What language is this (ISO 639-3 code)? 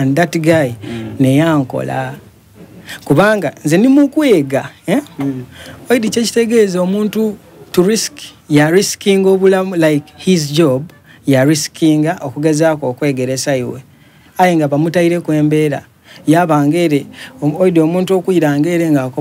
xog